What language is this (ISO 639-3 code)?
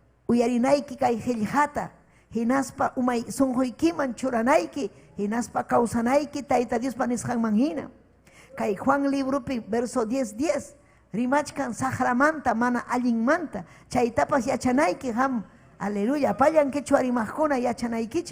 quy